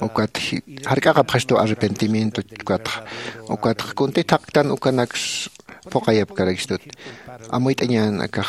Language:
Aymara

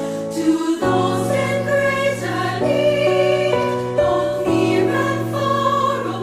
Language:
Pampanga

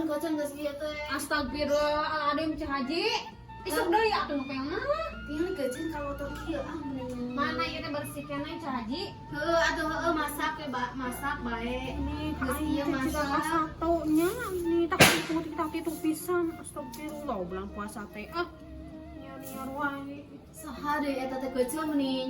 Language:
Sundanese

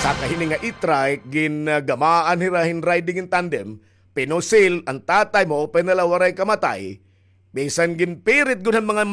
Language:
Waray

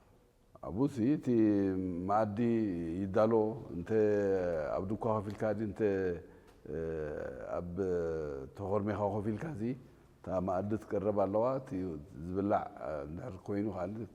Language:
Tigrinya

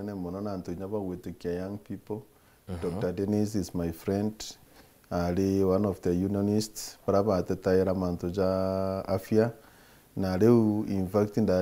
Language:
Meru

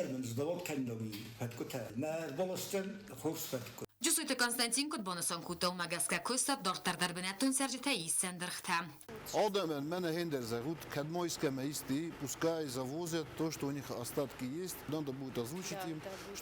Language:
Ossetic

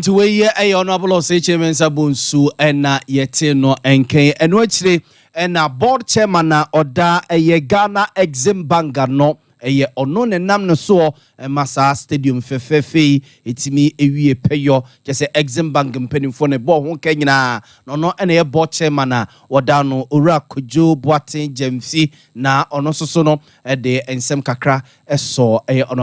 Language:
Akan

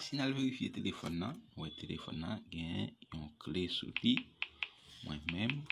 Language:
Haitian Creole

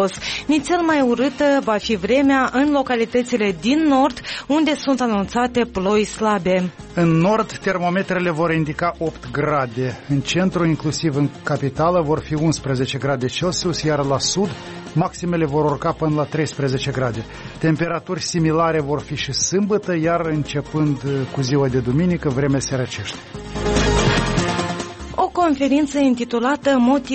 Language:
Romanian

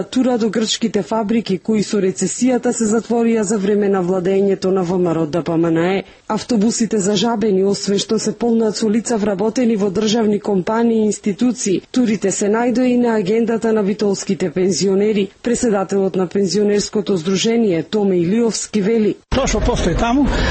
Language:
Macedonian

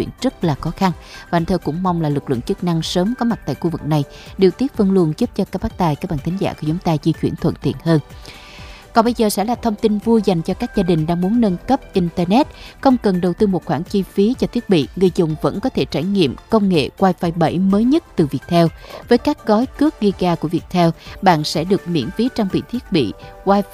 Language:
Vietnamese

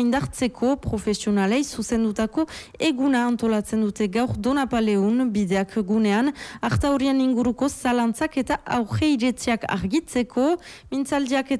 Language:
Basque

